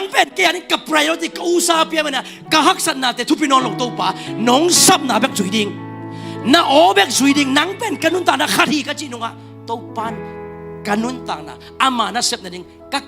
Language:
Tedim Chin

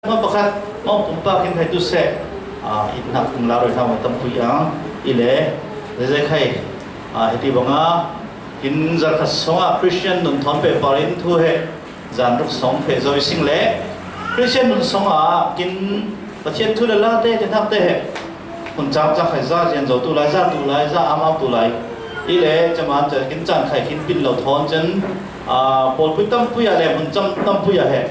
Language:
Falam Chin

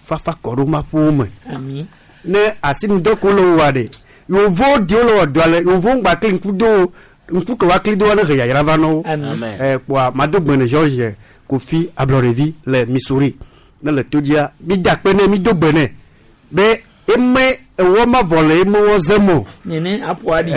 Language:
Gen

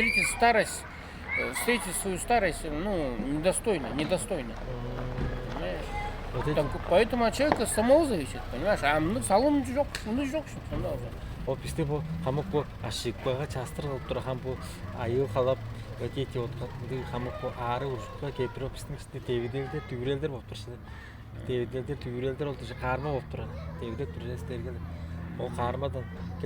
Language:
Tuvinian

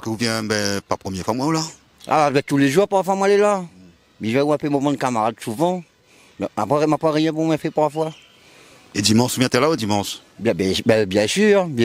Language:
Réunion Creole French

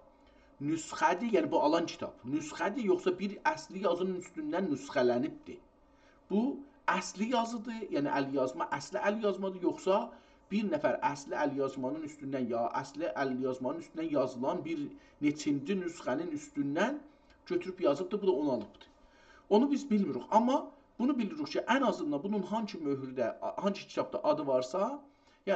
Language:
South Azerbaijani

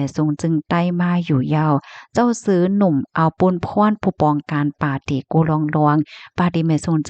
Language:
Shan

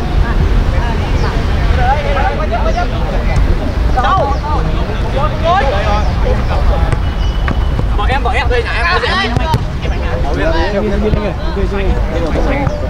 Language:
Vietnamese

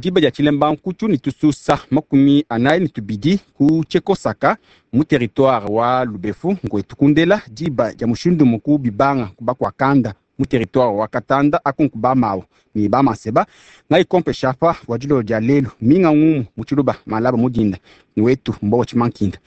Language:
Luba-Lulua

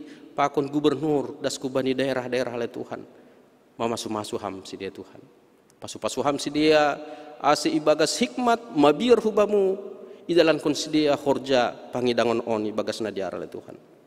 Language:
Batak Simalungun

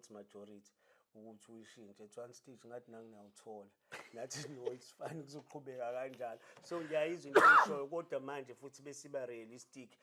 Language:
Zulu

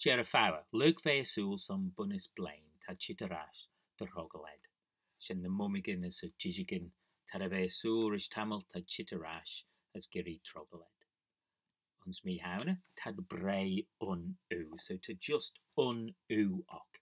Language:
Manx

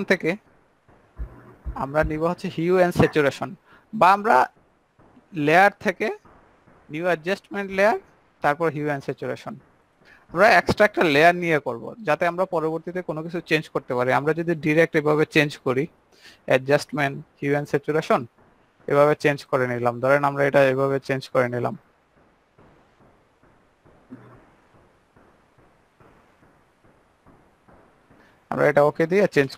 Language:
Bangla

